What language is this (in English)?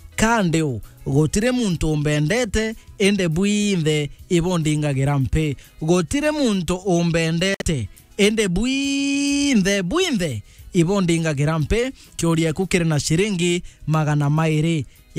Meru